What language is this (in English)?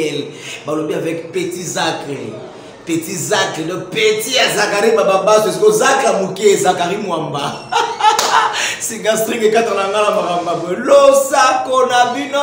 Lingala